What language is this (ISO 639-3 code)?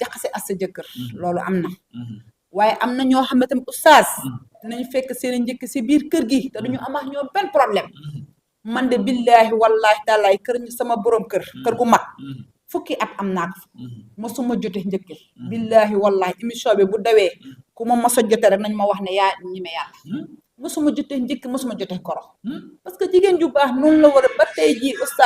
wol